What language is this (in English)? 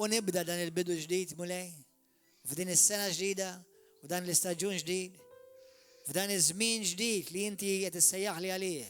Maltese